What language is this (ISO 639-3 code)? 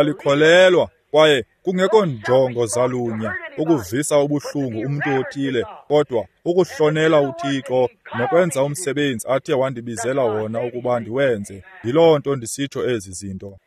xho